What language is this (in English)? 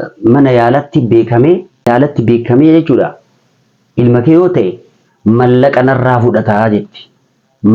Oromo